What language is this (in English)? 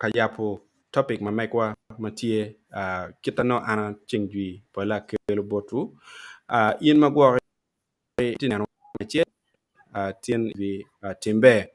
Acoli